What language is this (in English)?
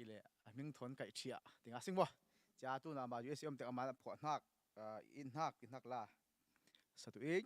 Falam Chin